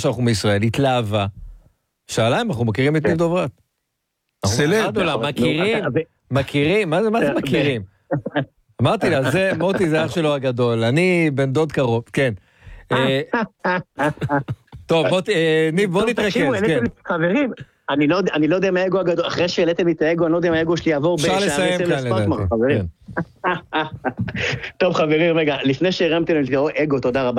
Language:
Hebrew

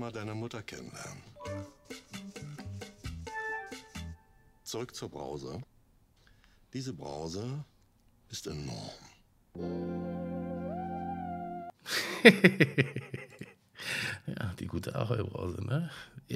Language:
German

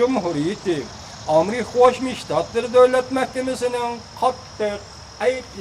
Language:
Uyghur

